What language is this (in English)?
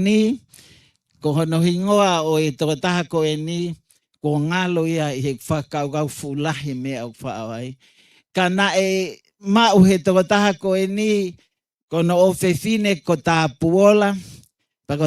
Tongan